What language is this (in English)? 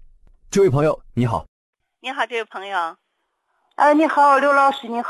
Chinese